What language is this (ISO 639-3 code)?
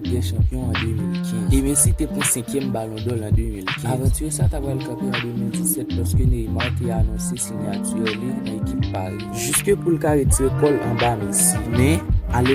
hat